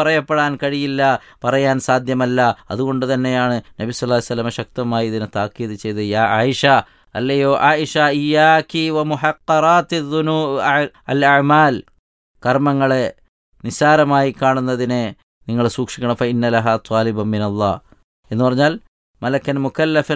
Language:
Malayalam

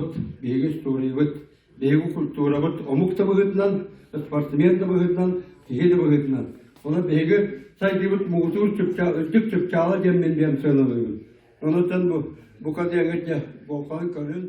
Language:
Yakut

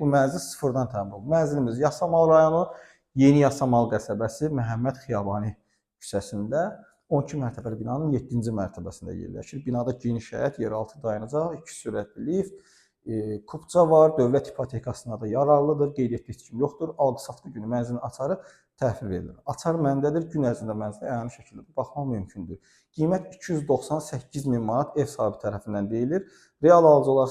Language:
Azerbaijani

